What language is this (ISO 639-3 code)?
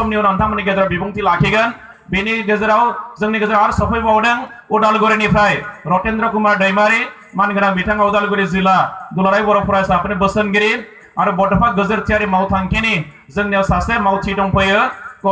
brx